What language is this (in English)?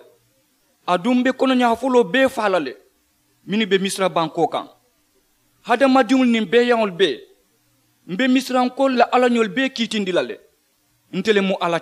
Mandingo